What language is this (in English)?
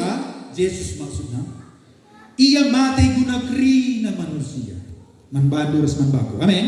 Batak Karo